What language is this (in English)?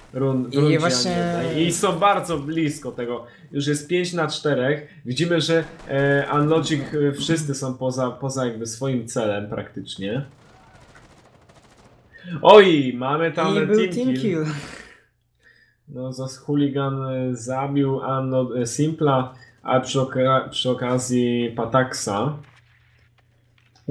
Polish